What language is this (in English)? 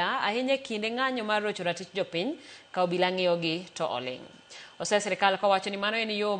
Luo (Kenya and Tanzania)